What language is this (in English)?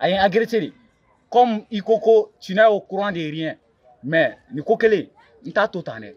Bambara